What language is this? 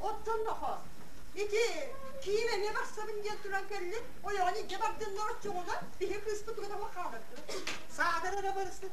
Yakut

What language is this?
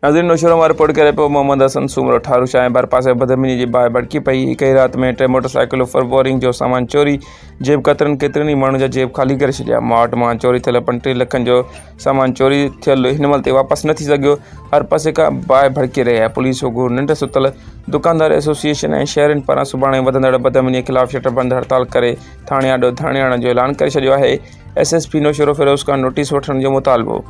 Sindhi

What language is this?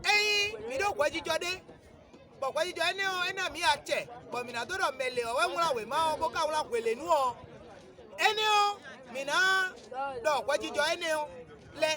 Fon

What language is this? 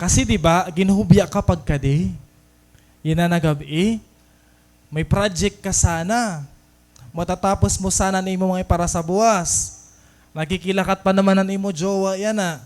Waray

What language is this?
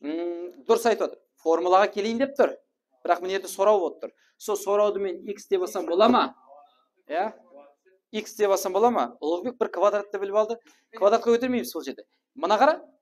Kara-Kalpak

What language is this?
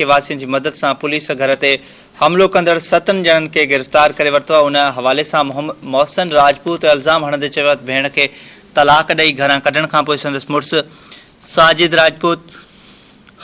Sindhi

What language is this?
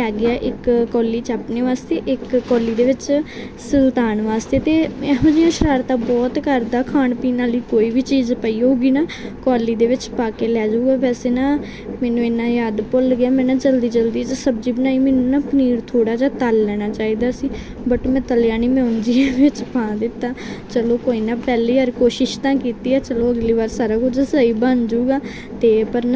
Punjabi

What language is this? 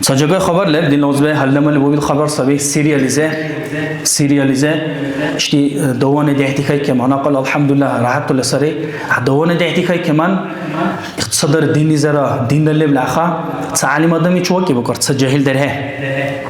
Dargwa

